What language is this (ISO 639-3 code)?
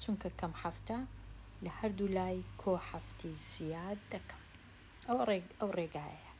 ckb